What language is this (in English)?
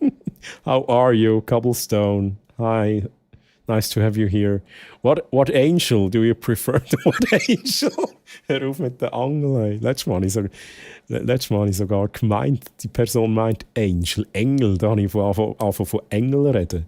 Swiss German